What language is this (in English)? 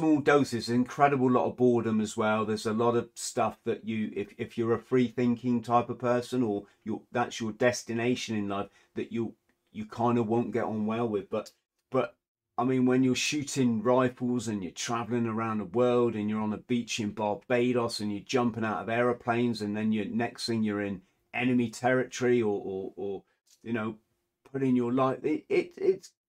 English